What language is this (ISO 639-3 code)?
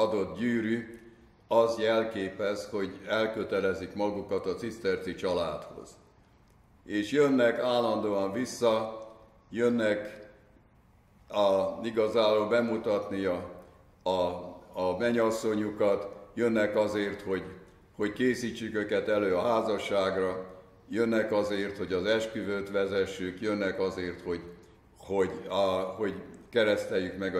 hun